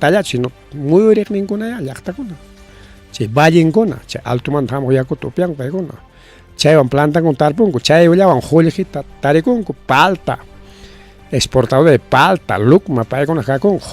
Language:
Ayacucho Quechua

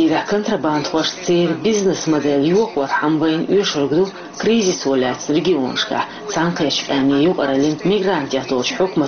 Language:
Chechen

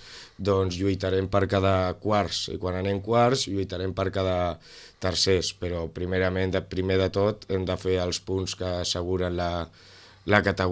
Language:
Catalan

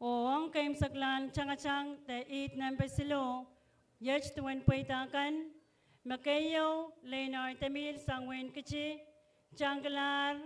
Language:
Pohnpeian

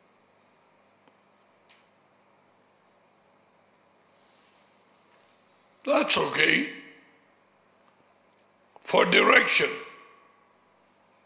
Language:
Tamil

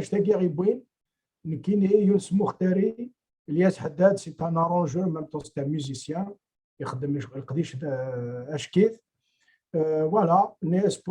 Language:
Kabyle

